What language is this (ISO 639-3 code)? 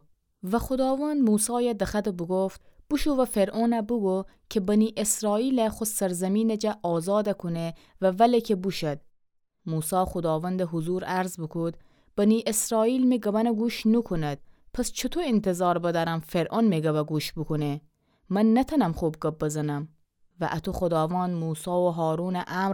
glk